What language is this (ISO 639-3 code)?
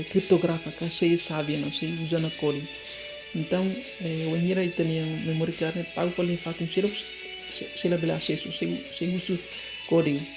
tet